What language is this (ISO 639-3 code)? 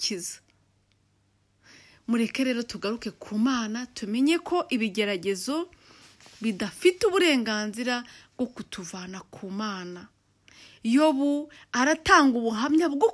kin